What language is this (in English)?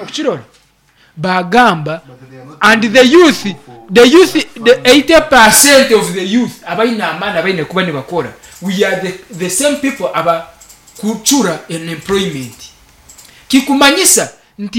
Nyankole